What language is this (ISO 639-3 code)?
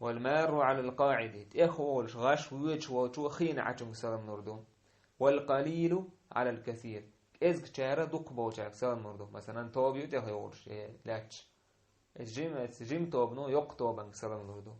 che